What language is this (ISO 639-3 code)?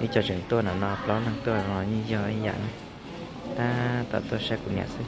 hmn